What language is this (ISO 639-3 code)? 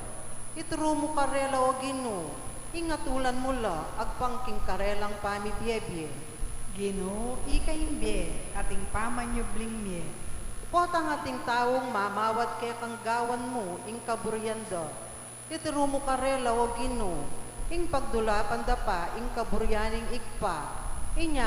pam